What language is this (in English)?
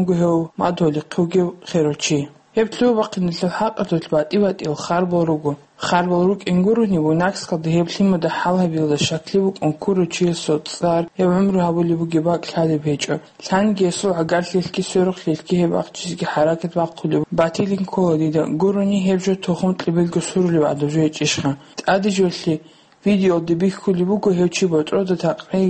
Avaric